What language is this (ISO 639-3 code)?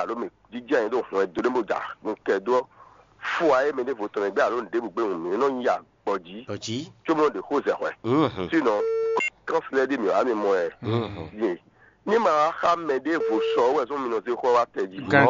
fon